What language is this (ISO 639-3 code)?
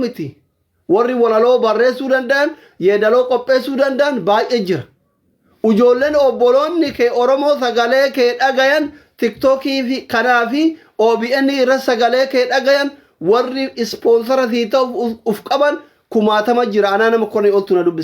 orm